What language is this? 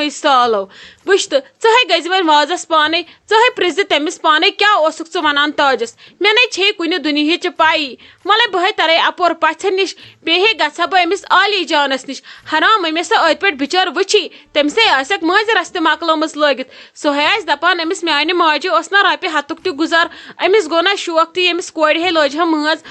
Kashmiri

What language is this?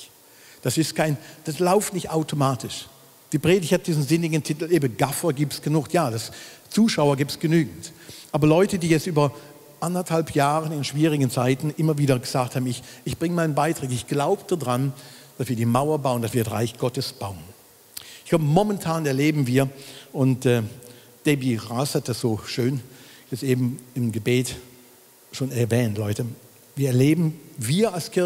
Swiss German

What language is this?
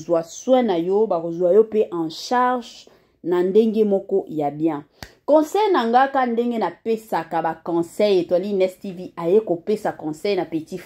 Lingala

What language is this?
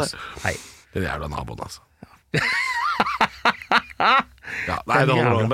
Norwegian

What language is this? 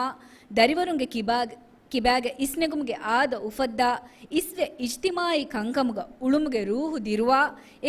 Divehi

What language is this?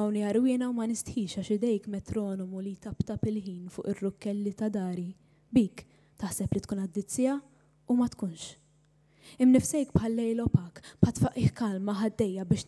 Maltese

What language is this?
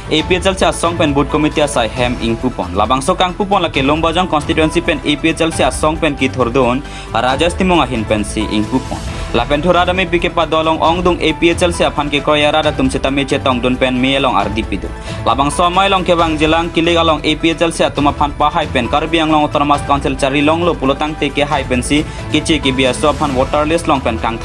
Karbi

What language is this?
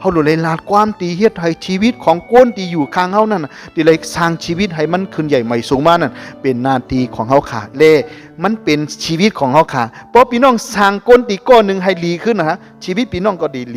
Shan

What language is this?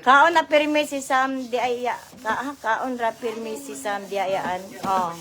Cebuano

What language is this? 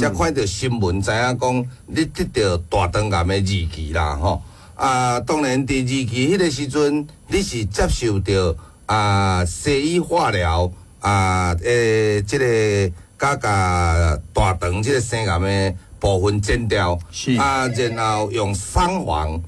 Min Nan Chinese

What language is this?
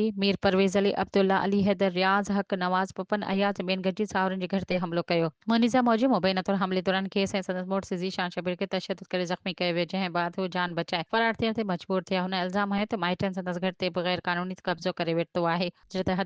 Sindhi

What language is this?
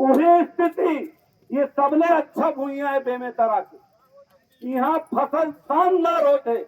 Chhattisgarhi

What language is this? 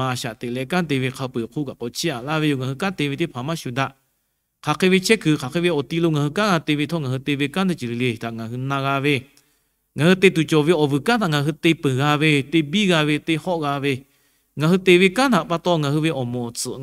Lahu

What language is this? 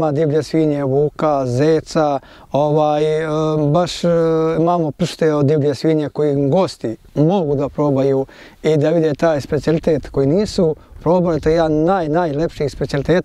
Serbian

